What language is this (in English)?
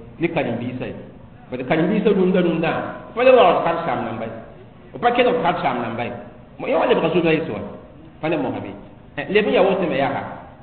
Mossi